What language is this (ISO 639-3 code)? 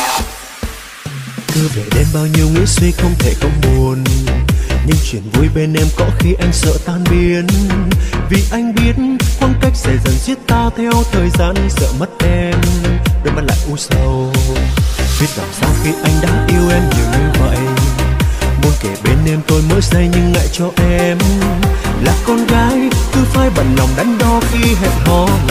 vie